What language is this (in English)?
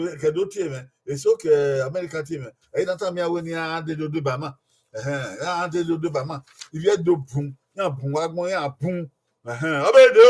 Bini